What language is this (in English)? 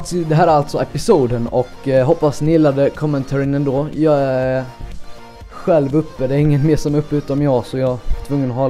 Swedish